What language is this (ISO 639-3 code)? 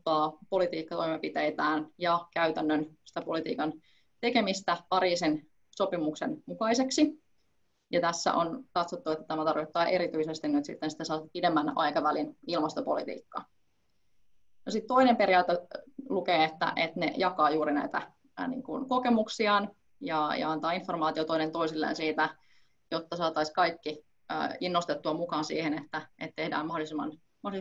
fin